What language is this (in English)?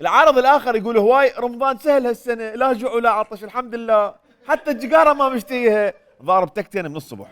Mesopotamian Arabic